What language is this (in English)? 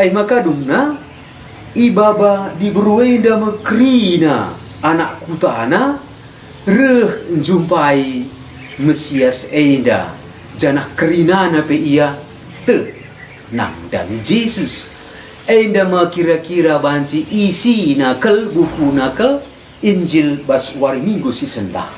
Batak Karo